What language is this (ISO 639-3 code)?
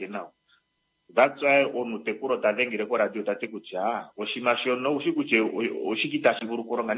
kua